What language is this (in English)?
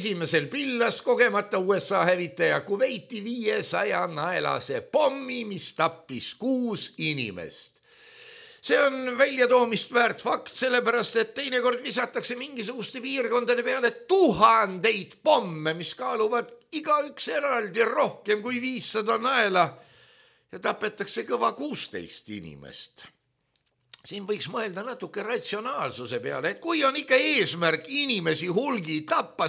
Estonian